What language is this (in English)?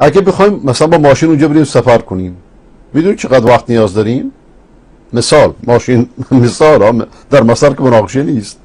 Persian